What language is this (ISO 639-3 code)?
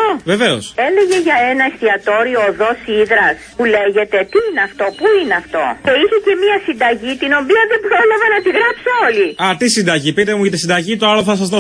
ell